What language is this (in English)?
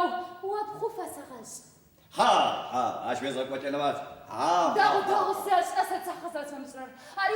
Adyghe